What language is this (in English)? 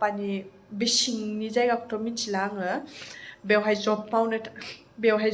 Bodo